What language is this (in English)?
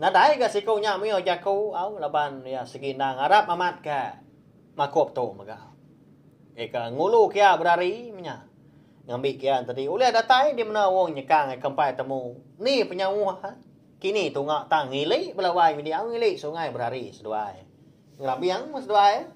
Iban